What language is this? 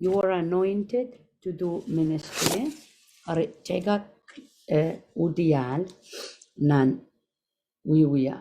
Pohnpeian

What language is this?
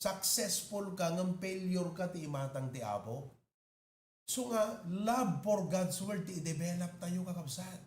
Iloko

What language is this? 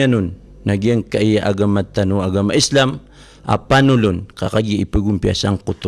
Maranao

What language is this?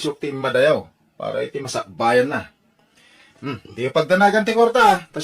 Iloko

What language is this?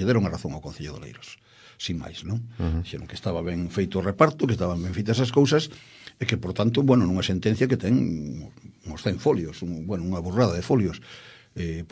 Galician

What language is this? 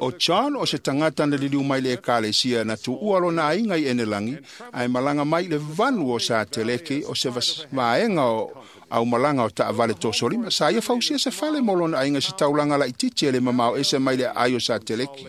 Samoan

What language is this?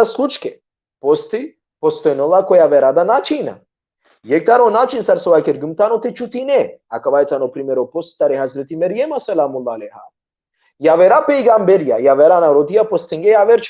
Balkan Romani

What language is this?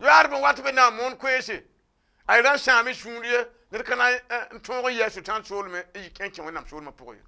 Mossi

